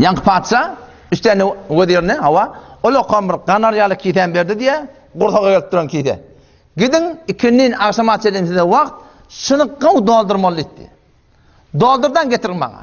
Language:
Turkmen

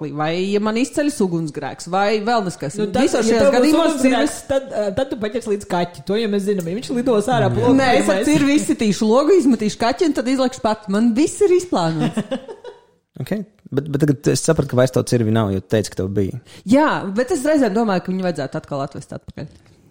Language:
Latvian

